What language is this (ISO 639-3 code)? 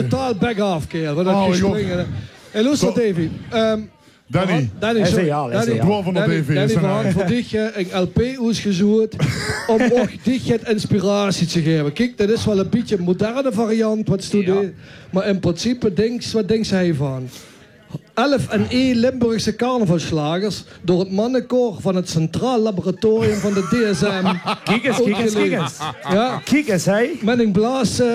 lim